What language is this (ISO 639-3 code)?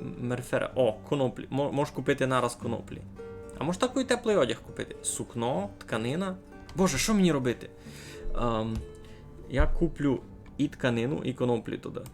rue